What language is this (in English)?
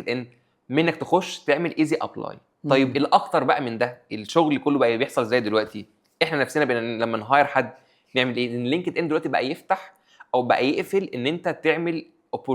Egyptian Arabic